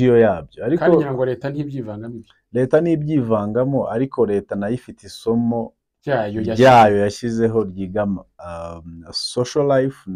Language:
Kinyarwanda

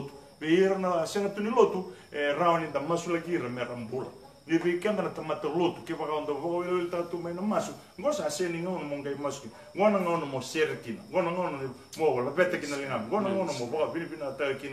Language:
Fijian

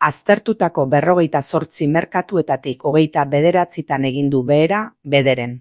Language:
Basque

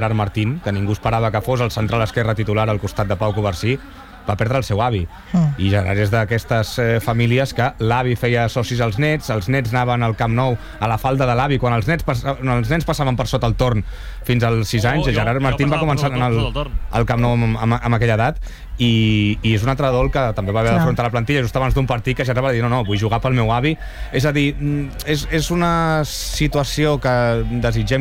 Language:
Catalan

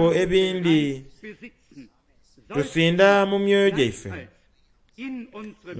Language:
Soga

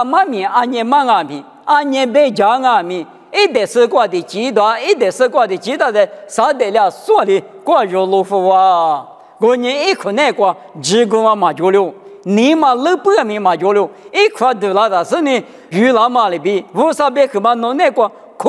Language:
Lisu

